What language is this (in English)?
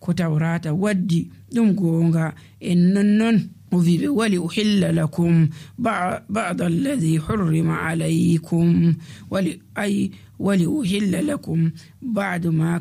Nigerian Fulfulde